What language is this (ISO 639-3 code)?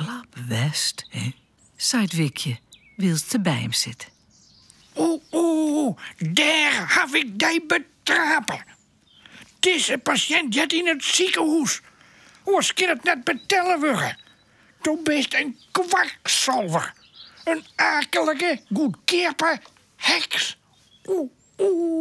fry